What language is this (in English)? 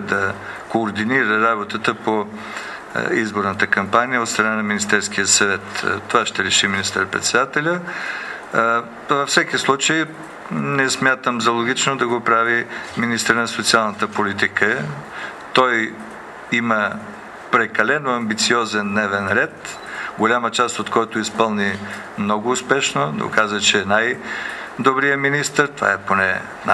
Bulgarian